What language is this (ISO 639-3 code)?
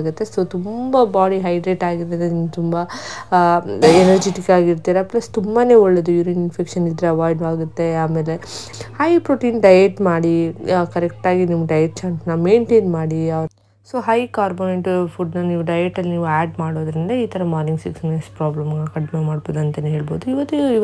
kan